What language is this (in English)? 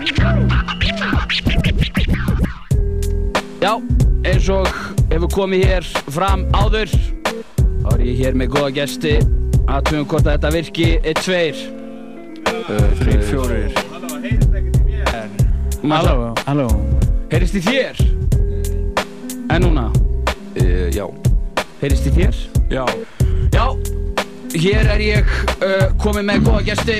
Icelandic